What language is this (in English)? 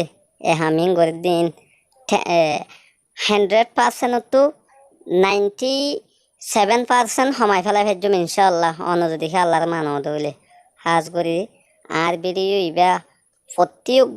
Rohingya